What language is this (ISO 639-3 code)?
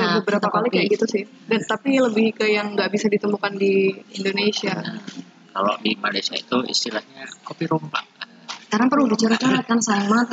ind